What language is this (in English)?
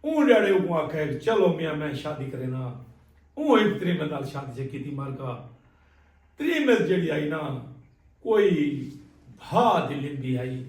Saraiki